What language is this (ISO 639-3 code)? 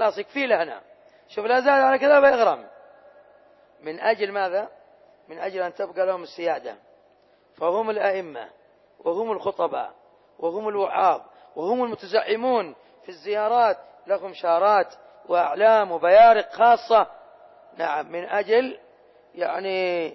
ara